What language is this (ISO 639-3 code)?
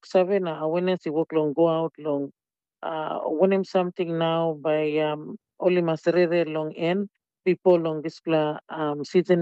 tpi